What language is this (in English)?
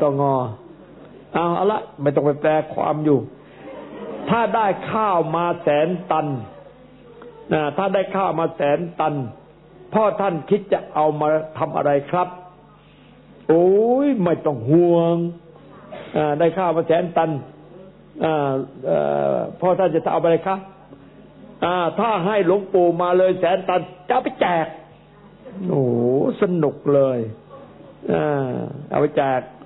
Thai